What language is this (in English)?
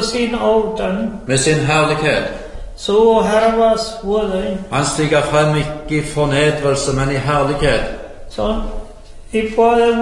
Norwegian